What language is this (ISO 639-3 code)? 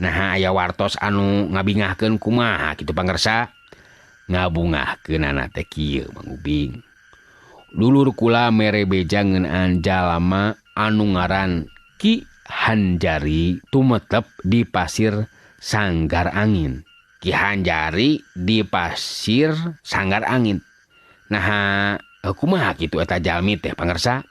sun